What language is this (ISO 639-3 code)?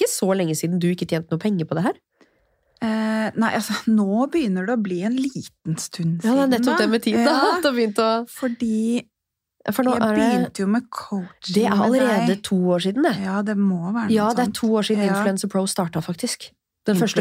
nor